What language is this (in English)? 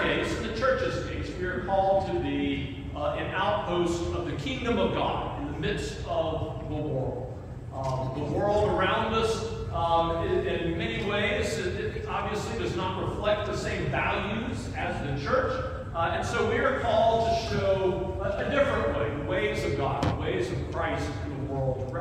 English